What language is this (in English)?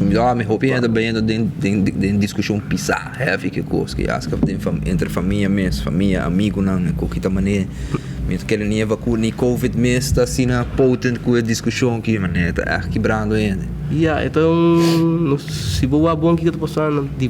Papiamento